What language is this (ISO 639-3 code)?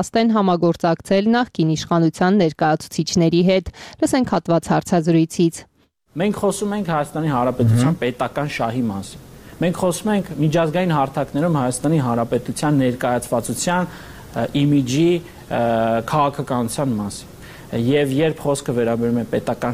hye